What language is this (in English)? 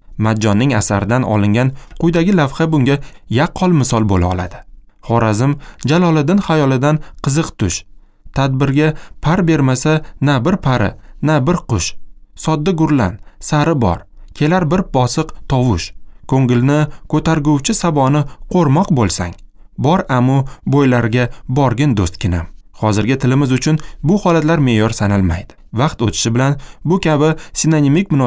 Uzbek